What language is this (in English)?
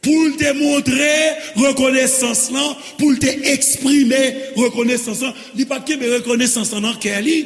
Haitian Creole